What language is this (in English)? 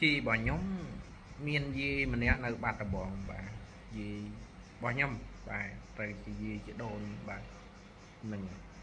Khmer